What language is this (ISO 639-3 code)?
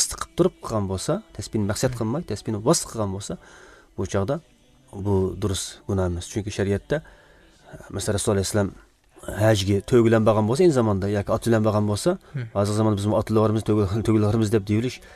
tat